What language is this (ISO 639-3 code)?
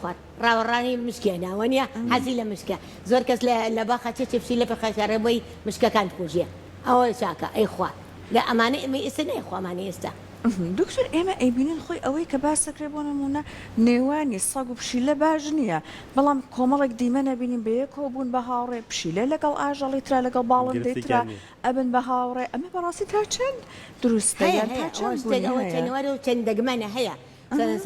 ckb